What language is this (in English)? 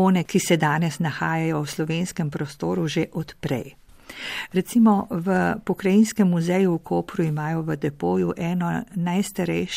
Slovenian